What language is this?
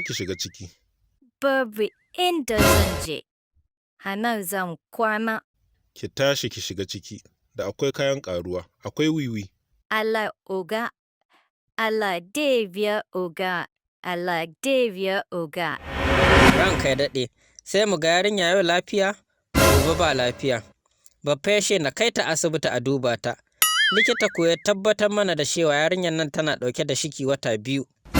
Hausa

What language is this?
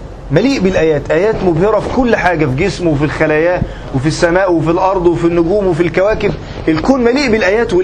Egyptian Arabic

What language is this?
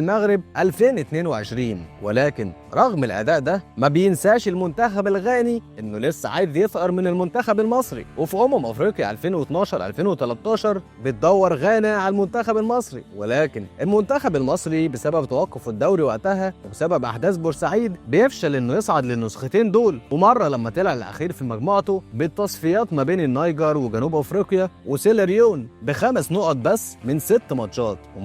Egyptian Arabic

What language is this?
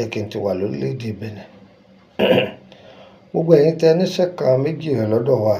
Yoruba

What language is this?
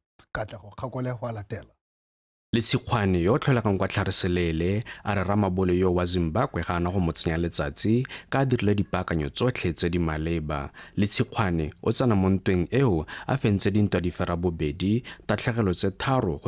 Tswana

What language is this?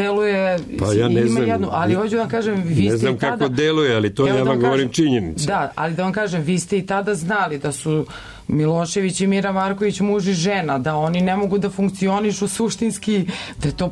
Serbian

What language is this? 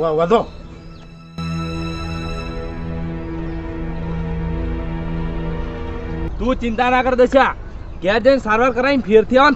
Gujarati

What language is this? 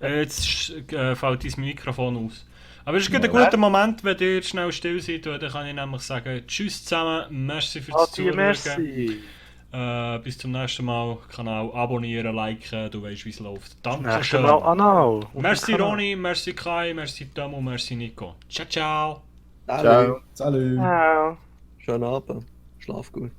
Swiss German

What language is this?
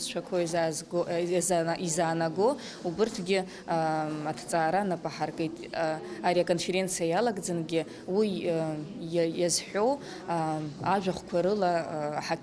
Abkhazian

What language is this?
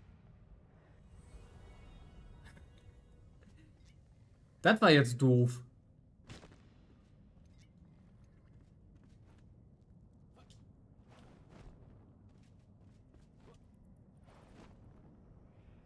German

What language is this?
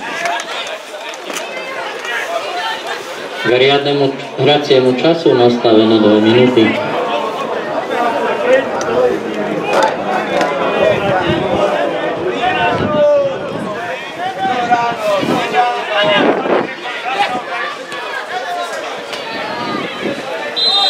Slovak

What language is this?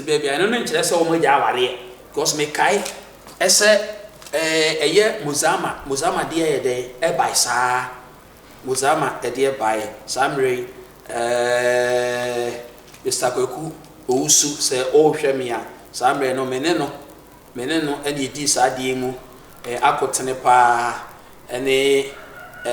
Akan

